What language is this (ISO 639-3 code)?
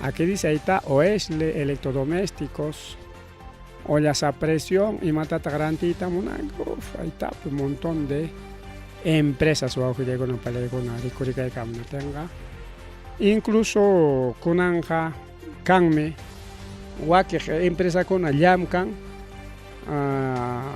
quy